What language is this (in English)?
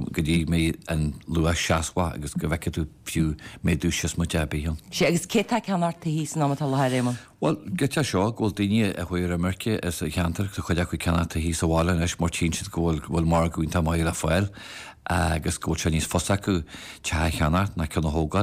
Irish